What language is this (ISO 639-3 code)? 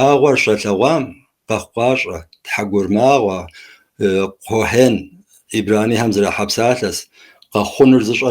kbd